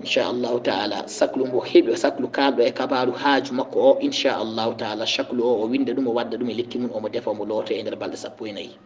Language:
Fula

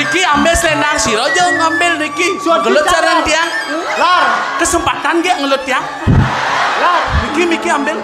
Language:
Balinese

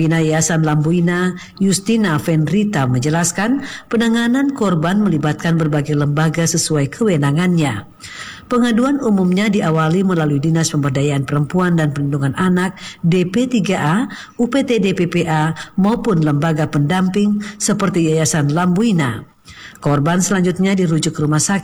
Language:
Indonesian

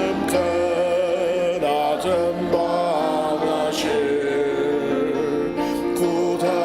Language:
Ao Naga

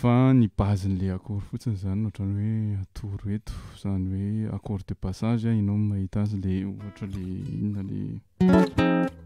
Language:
Malagasy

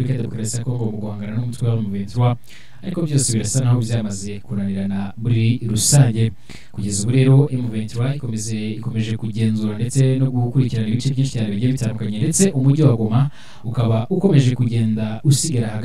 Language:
Kinyarwanda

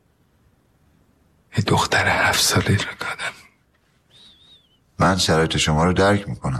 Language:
Persian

